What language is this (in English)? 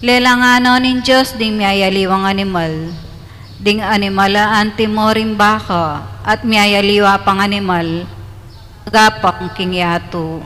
Pampanga